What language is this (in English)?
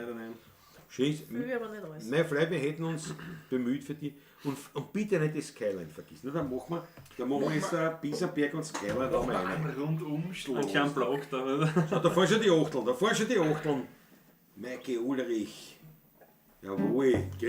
Bavarian